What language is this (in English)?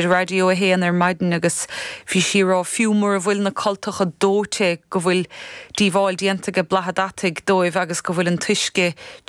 Irish